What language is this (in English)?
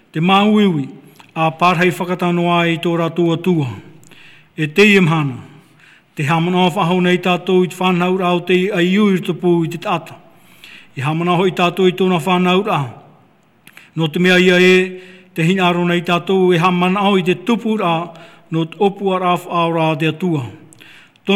Tahitian